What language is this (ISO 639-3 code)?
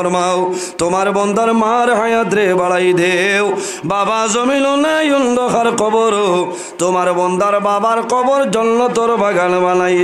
syl